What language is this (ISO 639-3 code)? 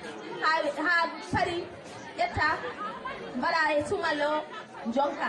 ful